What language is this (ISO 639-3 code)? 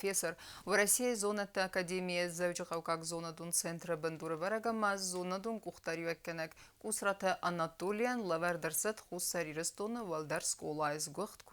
oss